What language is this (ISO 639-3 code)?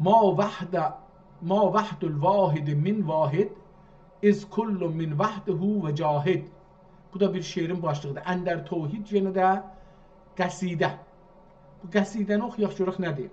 azb